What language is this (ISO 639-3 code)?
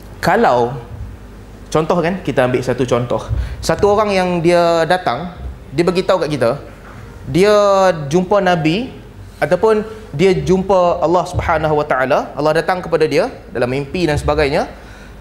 msa